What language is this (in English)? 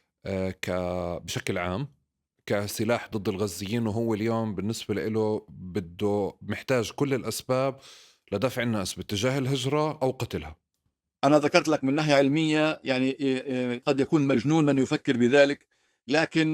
North Levantine Arabic